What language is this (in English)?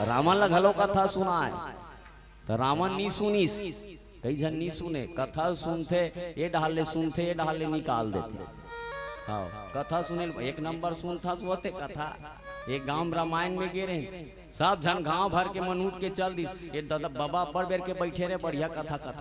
Chhattisgarhi